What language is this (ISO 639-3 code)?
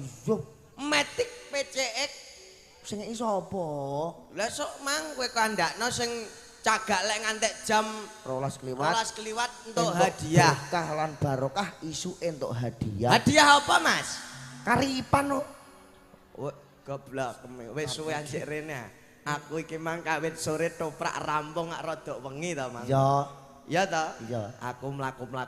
jav